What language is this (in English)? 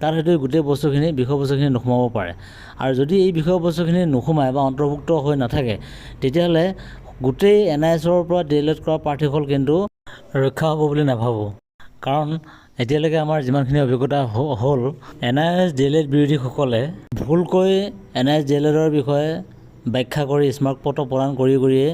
Assamese